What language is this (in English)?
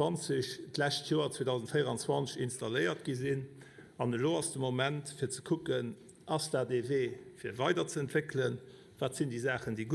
Luxembourgish